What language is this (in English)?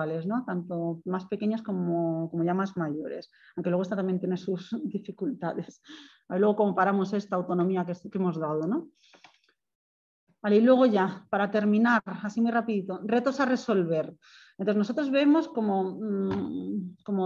Spanish